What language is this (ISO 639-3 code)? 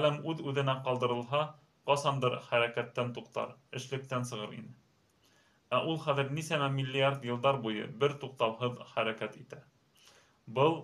bak